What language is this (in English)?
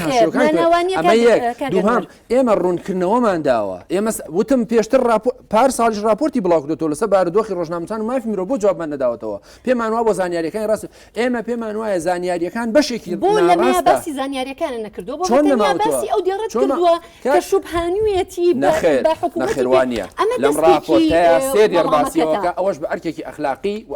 Central Kurdish